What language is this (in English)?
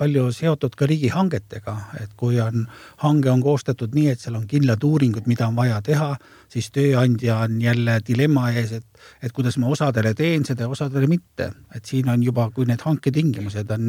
Estonian